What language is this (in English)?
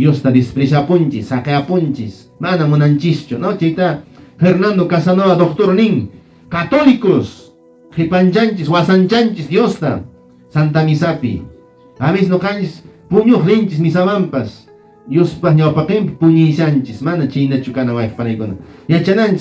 Quechua